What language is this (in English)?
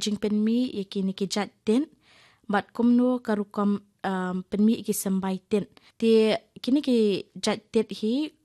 Khasi